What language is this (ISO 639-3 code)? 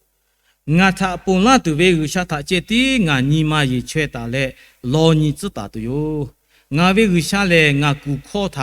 lhu